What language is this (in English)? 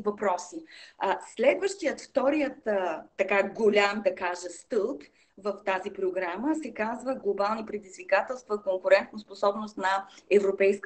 Bulgarian